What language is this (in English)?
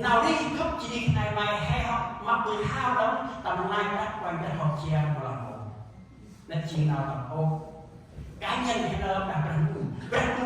Central Mnong